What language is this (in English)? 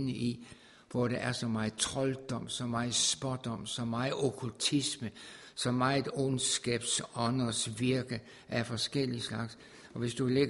Danish